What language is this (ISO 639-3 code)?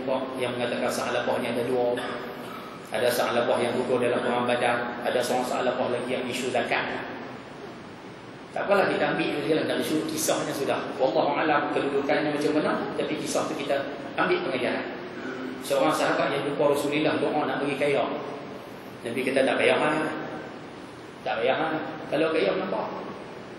msa